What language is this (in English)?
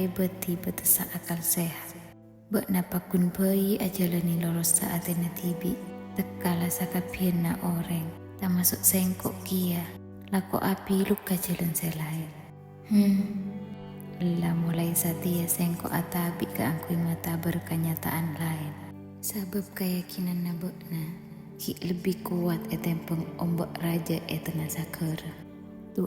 Madurese